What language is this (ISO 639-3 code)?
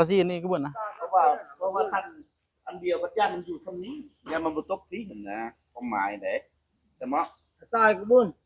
tts